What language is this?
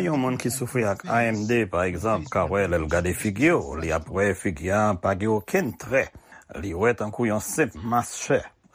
Haitian Creole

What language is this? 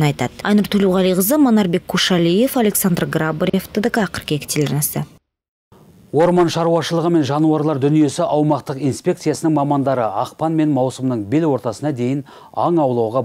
Kazakh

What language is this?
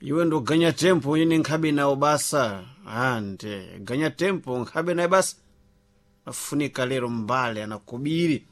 Sena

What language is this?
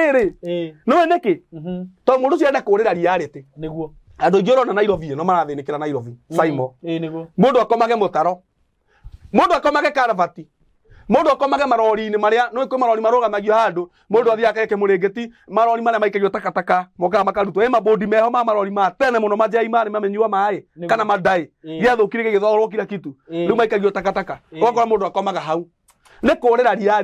Kikuyu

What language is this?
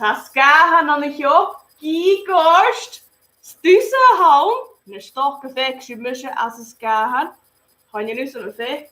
Scottish Gaelic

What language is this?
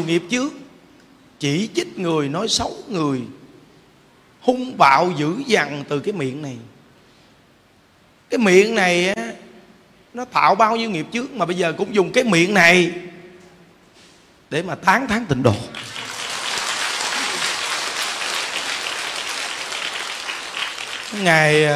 Vietnamese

